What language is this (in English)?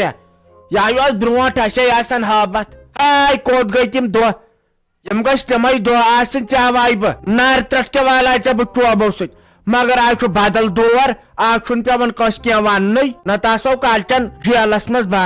Kashmiri